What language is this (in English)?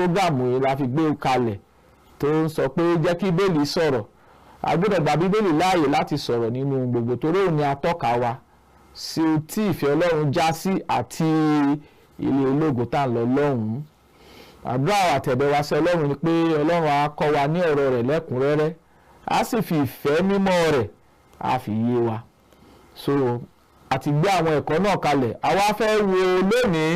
Yoruba